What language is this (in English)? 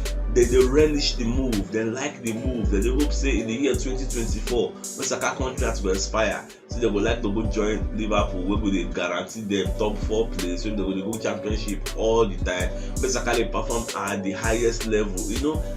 Nigerian Pidgin